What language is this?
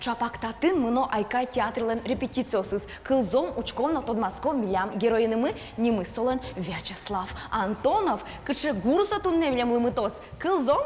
Udmurt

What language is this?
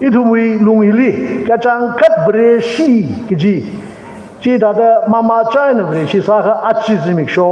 Tangkhul Naga (India)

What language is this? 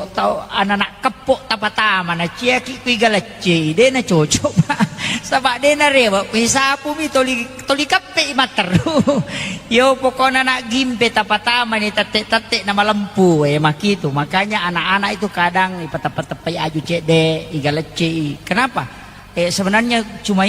Buginese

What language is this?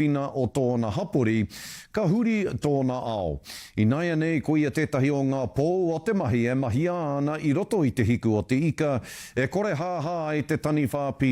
Māori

